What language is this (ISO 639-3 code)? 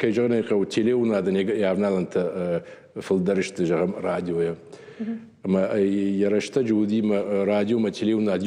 oss